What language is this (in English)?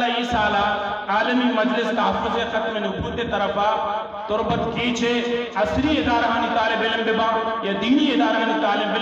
Eastern Balochi